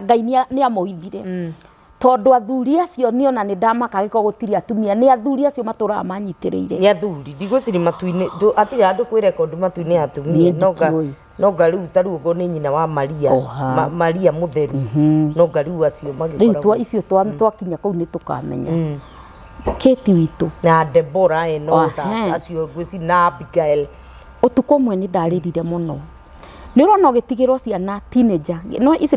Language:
Kikuyu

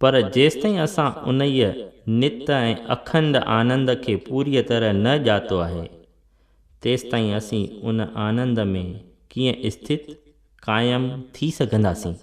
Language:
Sindhi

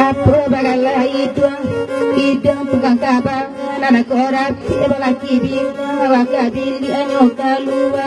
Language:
Minangkabau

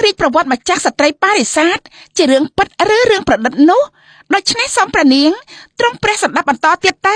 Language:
Khmer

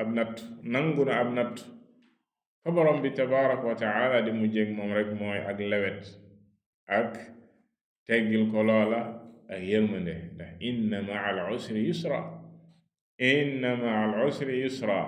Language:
Wolof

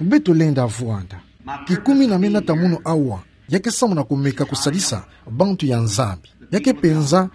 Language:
Kituba (Democratic Republic of Congo)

